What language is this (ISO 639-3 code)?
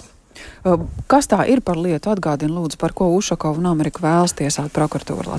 lav